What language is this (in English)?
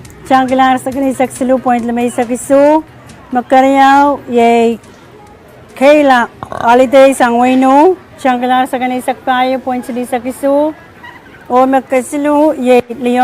Pohnpeian